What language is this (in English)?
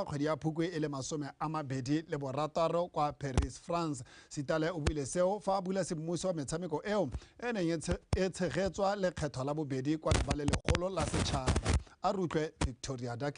Tswana